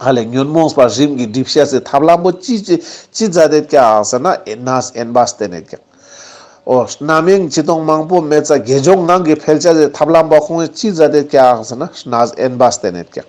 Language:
Ladakhi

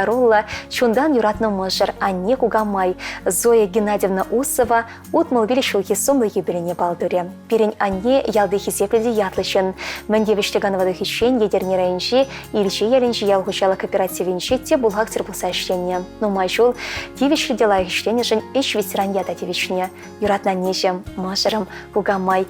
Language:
Chuvash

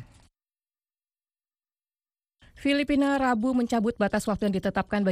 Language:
Indonesian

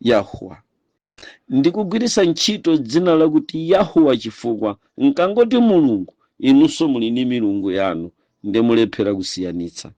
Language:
Nyanja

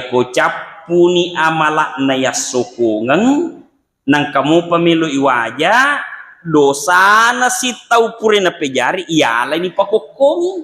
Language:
Buginese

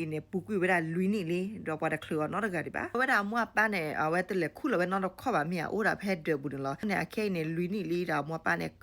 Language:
S'gaw Karen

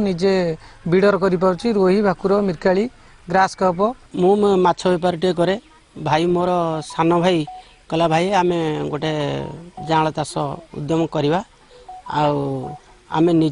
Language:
Odia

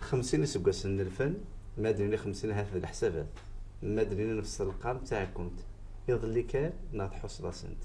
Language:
Kabyle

